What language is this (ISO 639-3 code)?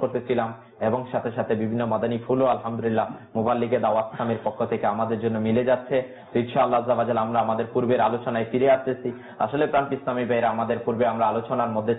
ben